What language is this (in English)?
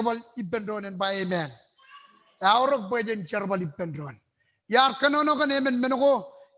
Marshallese